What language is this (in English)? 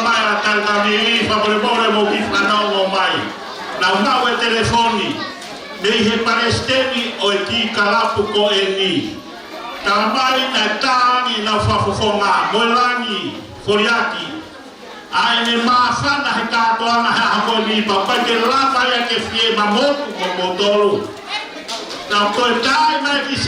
Tongan